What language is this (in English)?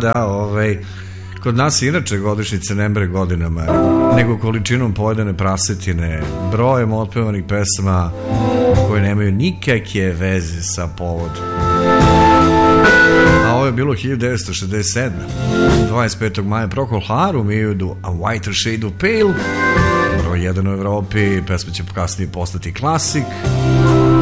Serbian